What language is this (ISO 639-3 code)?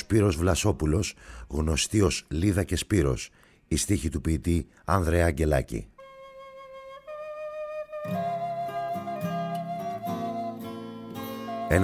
ell